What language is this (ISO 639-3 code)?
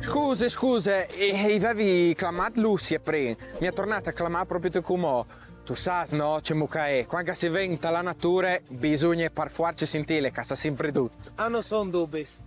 fur